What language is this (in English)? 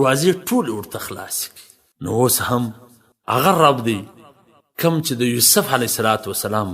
Pashto